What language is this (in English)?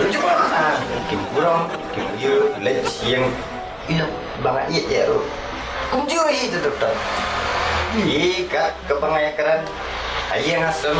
Khasi